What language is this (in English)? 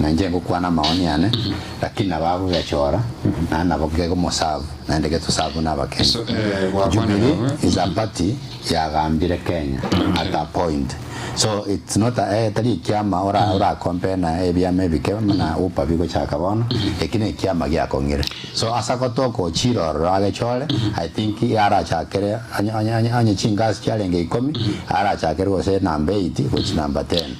Gusii